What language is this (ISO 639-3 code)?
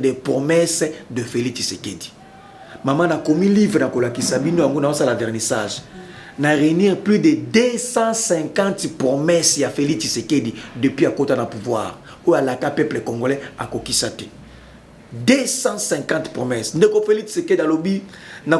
lin